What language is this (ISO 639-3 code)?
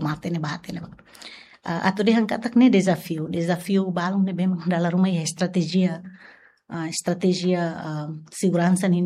tet